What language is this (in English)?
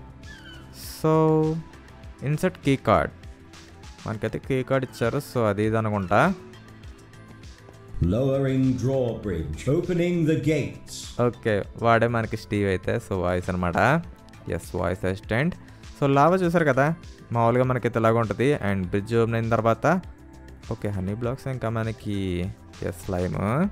Telugu